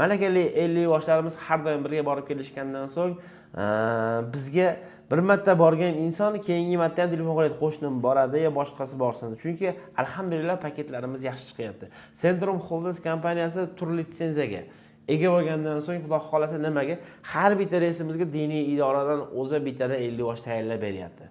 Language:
Uzbek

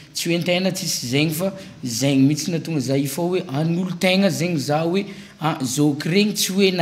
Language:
Malagasy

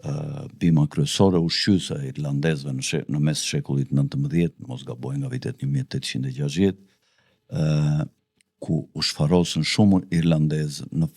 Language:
Albanian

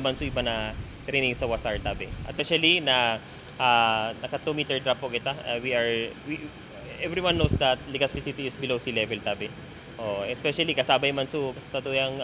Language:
Bikol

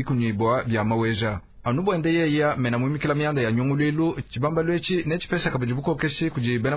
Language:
Luba-Lulua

